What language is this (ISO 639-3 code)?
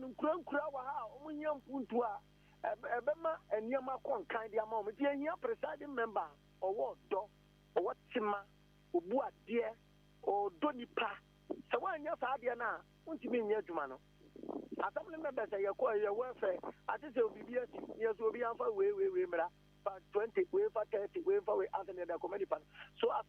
aka